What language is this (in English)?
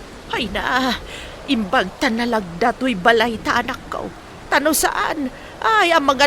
Iloko